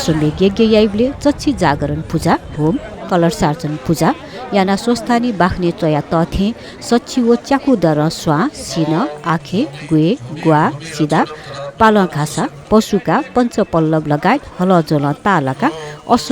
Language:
Newari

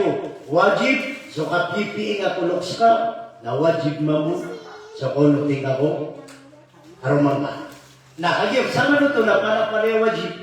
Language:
Maranao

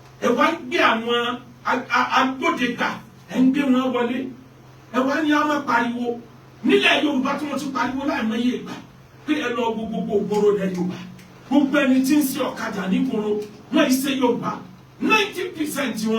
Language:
Yoruba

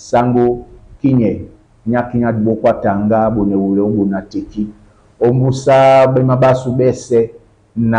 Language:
Duala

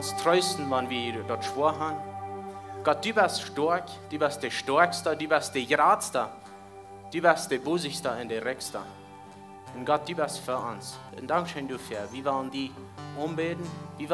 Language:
Plautdietsch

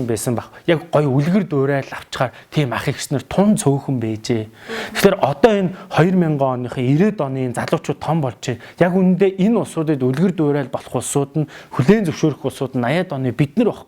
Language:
Mongolian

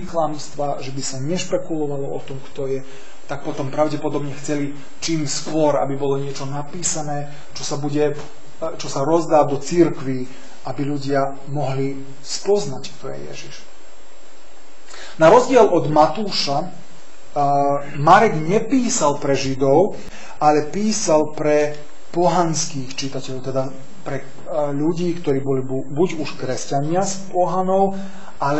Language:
Slovak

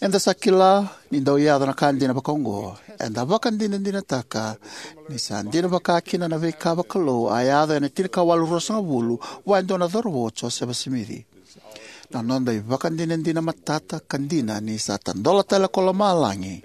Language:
Fijian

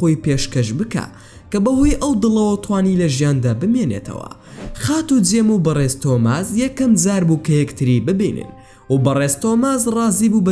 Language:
Central Kurdish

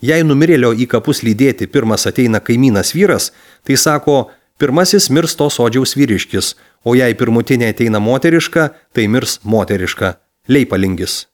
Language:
Lithuanian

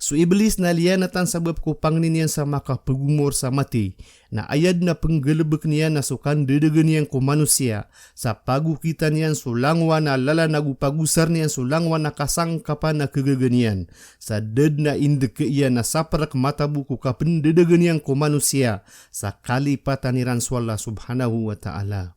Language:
Maranao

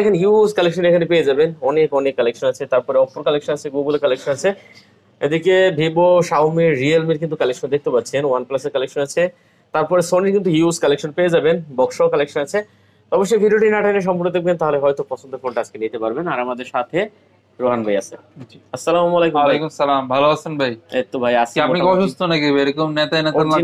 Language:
Bangla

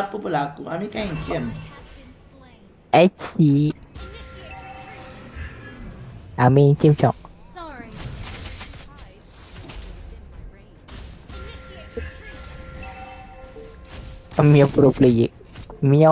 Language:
Malay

